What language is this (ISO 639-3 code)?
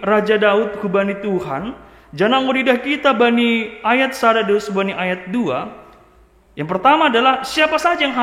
bts